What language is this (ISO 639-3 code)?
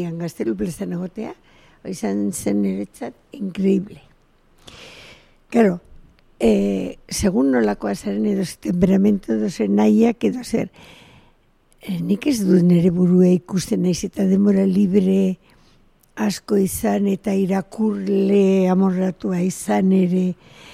eus